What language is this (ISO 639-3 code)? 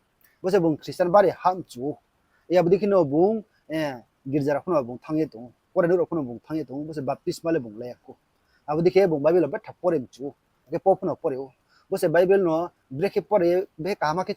ria